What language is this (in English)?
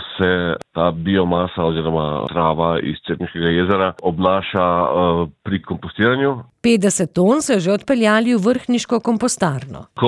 Slovenian